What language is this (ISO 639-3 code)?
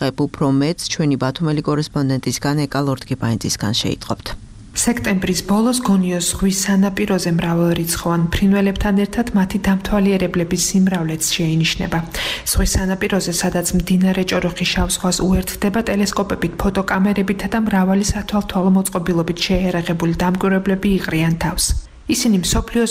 kat